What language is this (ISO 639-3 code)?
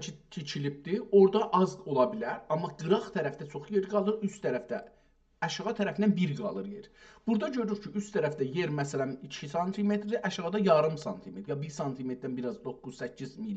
azb